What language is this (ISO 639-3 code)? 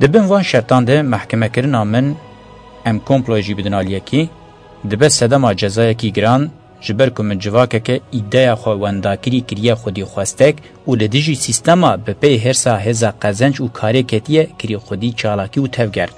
kur